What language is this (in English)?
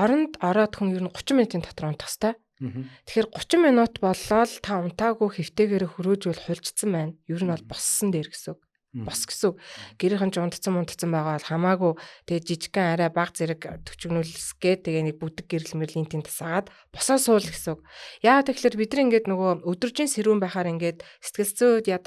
Mongolian